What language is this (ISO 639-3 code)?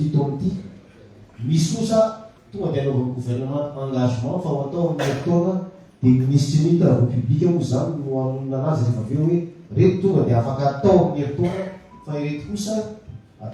mlg